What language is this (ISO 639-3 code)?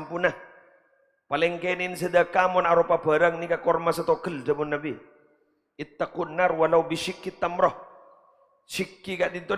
mad